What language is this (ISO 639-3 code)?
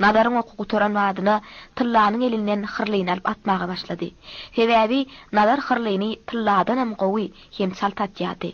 tuk